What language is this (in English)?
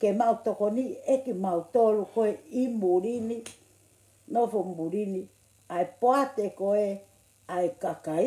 Tongan